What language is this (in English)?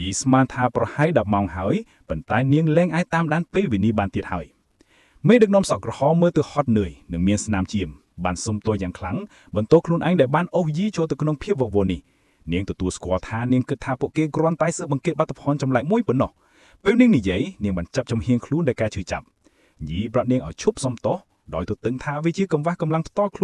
Khmer